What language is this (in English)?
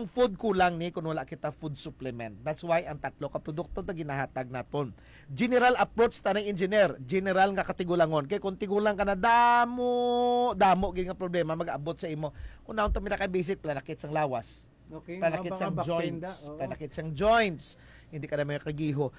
Hiligaynon